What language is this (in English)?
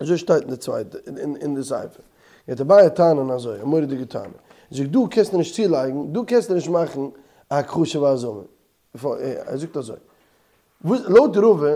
Yiddish